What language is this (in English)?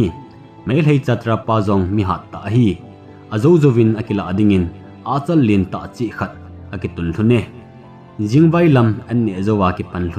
Thado Chin